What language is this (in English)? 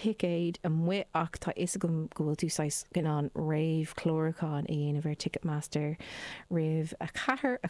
Irish